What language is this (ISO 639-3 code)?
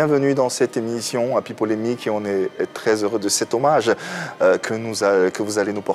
fra